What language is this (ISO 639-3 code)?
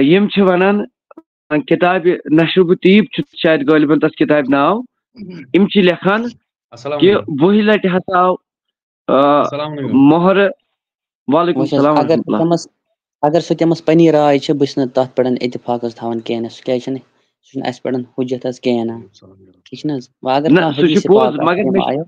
kas